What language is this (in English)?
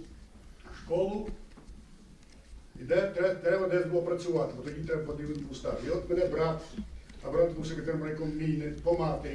Ukrainian